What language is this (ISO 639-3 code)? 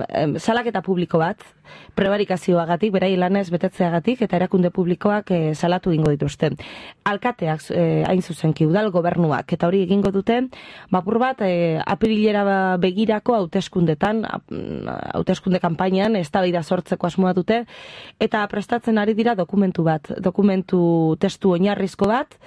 eus